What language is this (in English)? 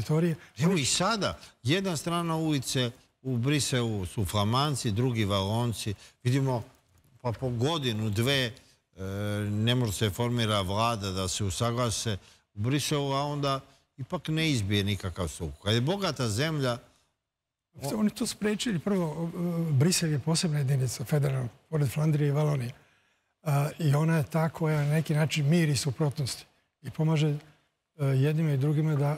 Serbian